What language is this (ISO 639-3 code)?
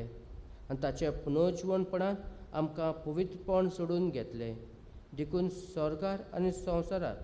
kok